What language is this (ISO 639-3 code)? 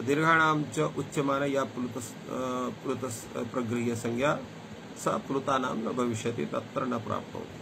san